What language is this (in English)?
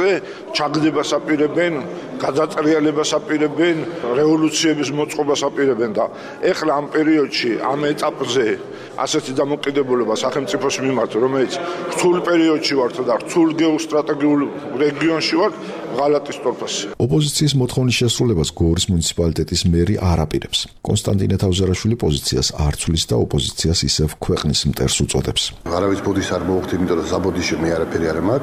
Georgian